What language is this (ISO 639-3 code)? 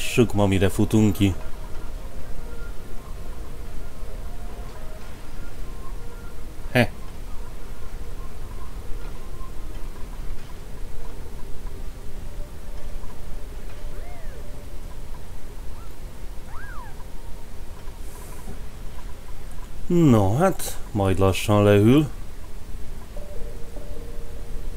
hun